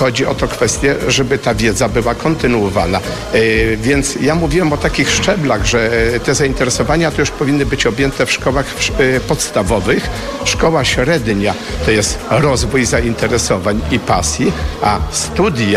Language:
Polish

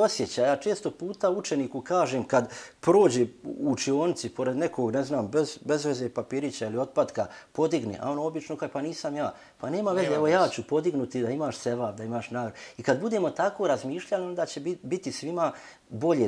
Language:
Bosnian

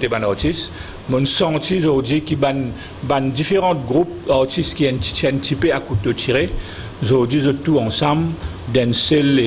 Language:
Morisyen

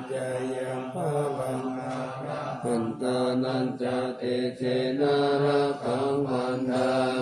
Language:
Pali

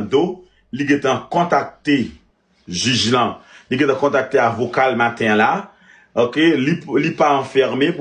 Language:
Haitian Creole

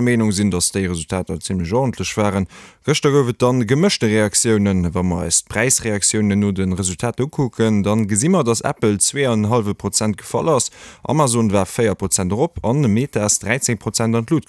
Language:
Luxembourgish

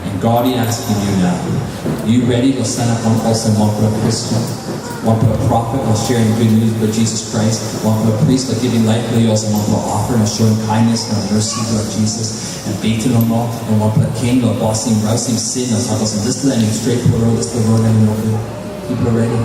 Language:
Tok Pisin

